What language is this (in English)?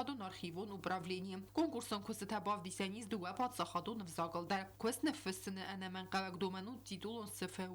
Ossetic